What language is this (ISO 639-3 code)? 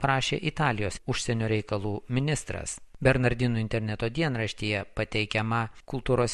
lit